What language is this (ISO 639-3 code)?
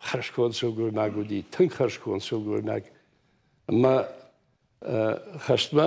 oss